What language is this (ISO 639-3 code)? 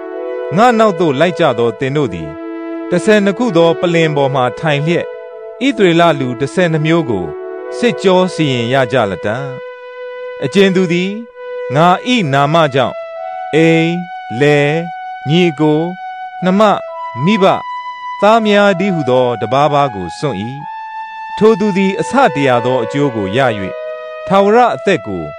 mya